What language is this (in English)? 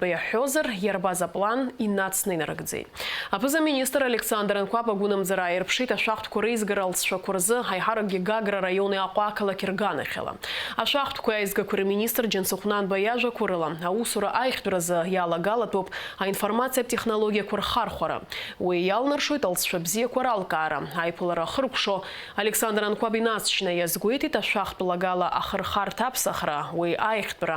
Abkhazian